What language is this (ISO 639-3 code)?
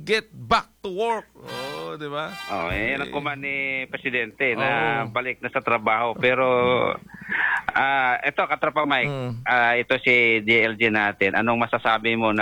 fil